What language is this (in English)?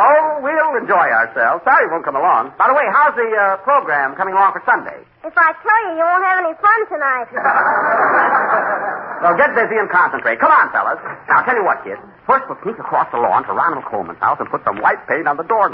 English